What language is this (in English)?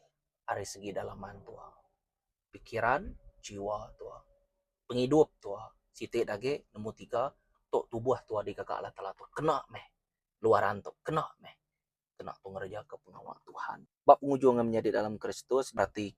Iban